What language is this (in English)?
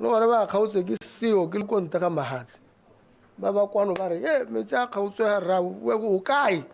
Tswana